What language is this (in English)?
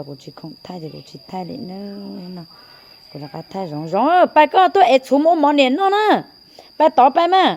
Hmong